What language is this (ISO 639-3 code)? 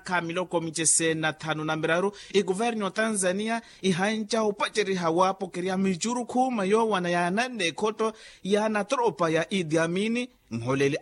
vmw